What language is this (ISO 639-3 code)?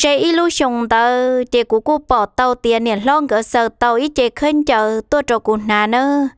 hmn